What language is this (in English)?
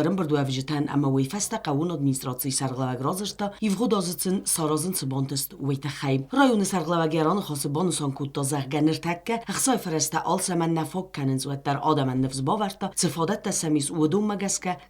Ossetic